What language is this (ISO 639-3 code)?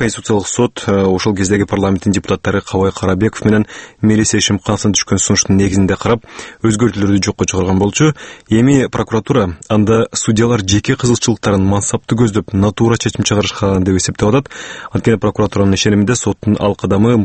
kir